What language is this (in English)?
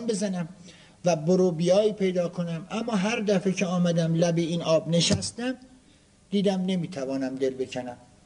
Persian